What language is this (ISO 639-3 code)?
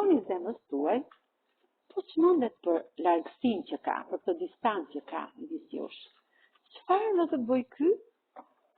sqi